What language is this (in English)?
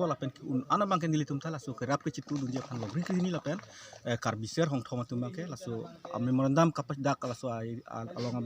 Karbi